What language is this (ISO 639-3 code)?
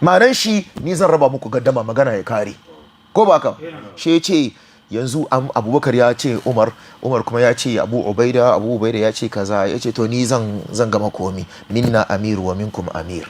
hau